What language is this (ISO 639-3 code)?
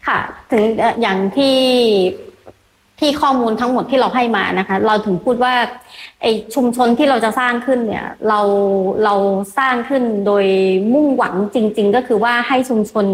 tha